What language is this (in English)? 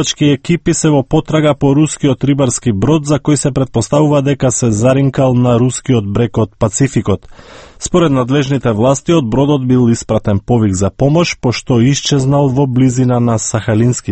Macedonian